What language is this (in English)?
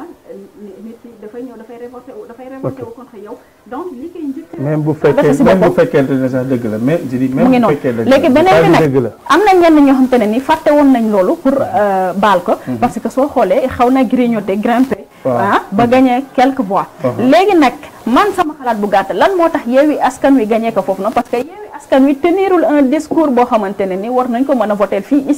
Wolof